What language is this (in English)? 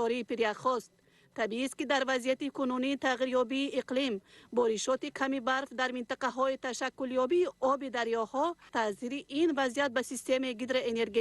Tajik